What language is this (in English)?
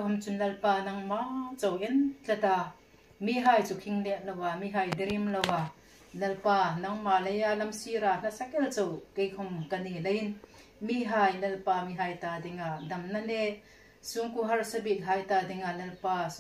Hmar